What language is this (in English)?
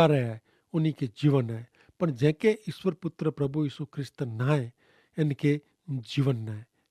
Kachhi